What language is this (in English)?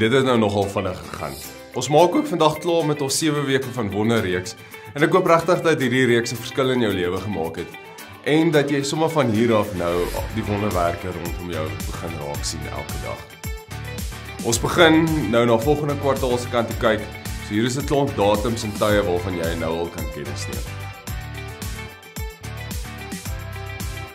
Afrikaans